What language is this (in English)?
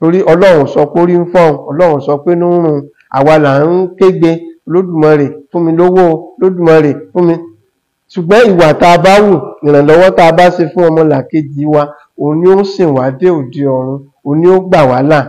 Yoruba